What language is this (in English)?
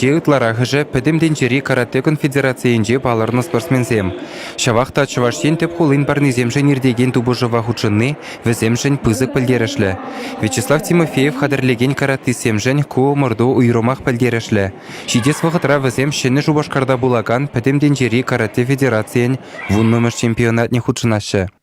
Chuvash